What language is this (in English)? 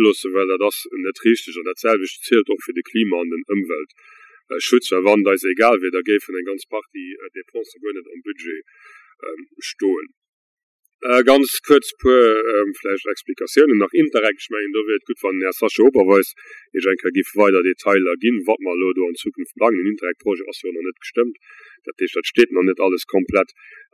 Luxembourgish